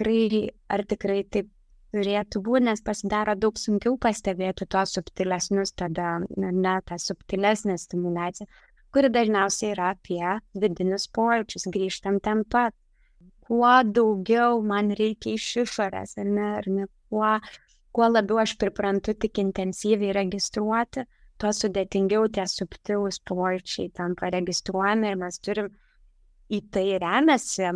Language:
Lithuanian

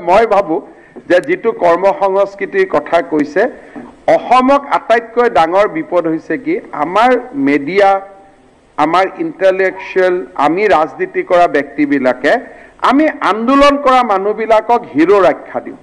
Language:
Assamese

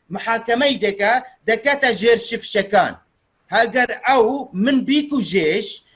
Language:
Kurdish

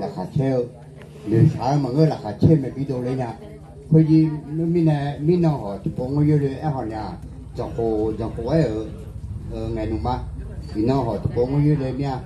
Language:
Akha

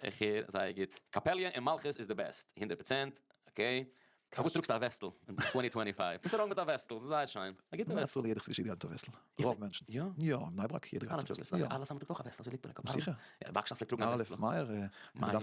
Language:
Yiddish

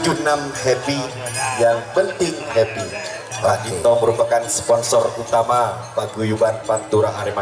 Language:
Madurese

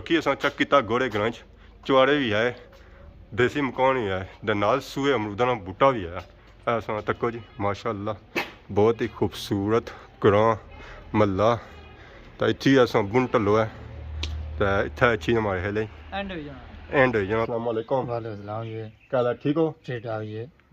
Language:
Pahari-Potwari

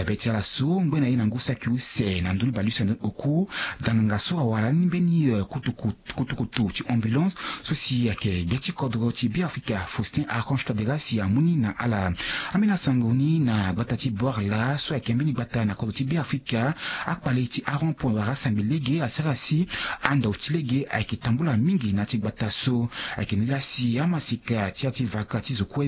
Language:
Sango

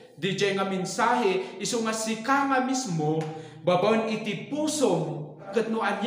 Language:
Iloko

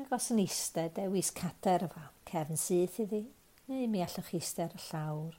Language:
Welsh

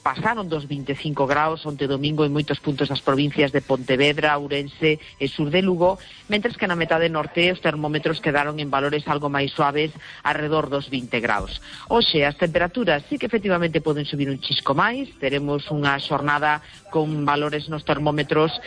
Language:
Galician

